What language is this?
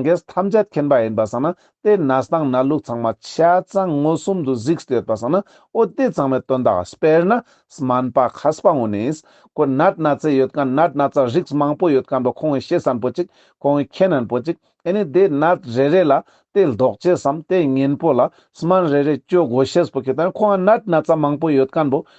Ladakhi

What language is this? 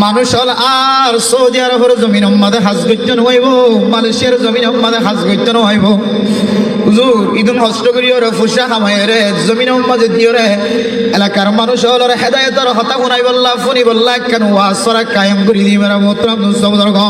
Rohingya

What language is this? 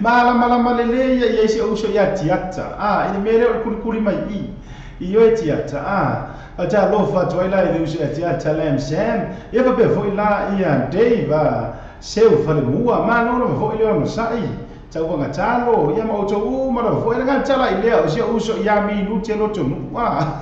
Samoan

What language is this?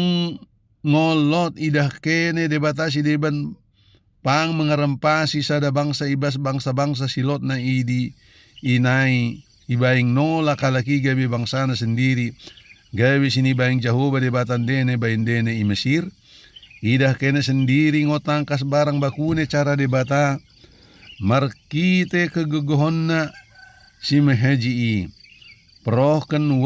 Batak Dairi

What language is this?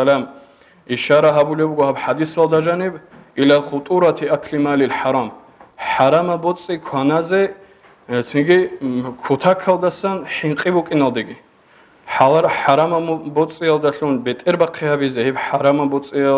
Avaric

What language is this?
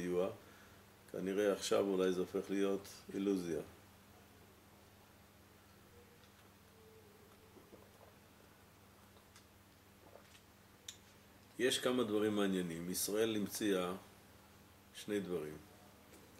Hebrew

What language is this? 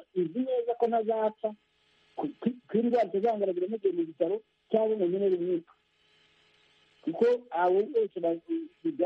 Kinyarwanda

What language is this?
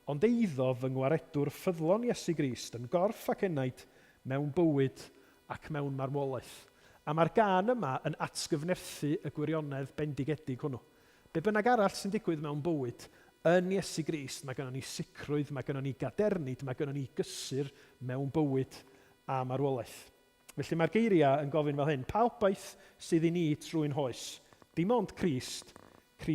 Welsh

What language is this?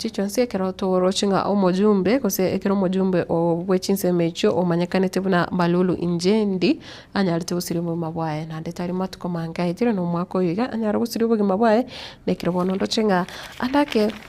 Gusii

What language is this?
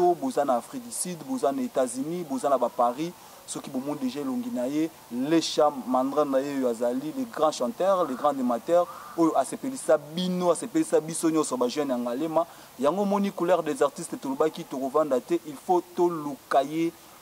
Lingala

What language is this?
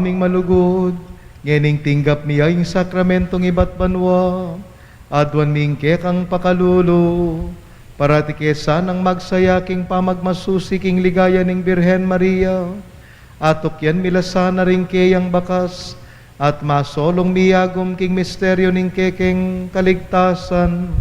Pampanga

